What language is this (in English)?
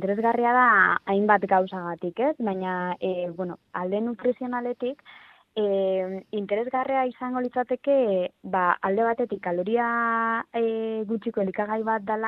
Basque